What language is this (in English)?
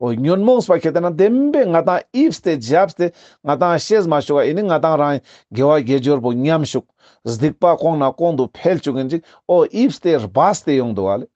Ladakhi